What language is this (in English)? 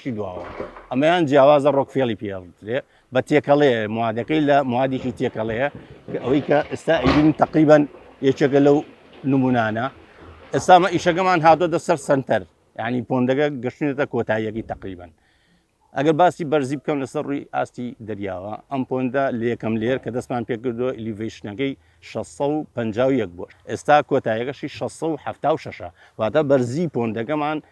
Central Kurdish